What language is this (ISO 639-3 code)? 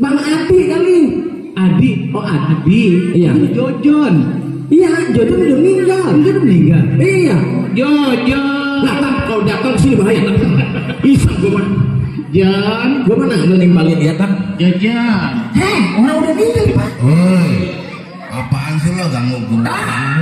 bew